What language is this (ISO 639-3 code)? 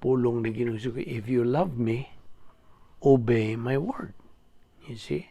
ceb